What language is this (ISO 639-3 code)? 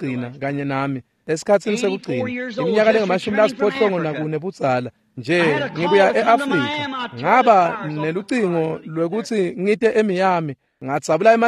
ssw